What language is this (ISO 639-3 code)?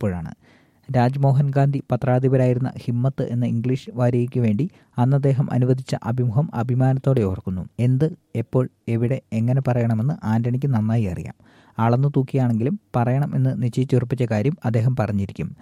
mal